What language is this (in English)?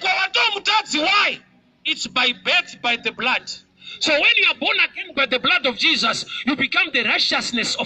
Shona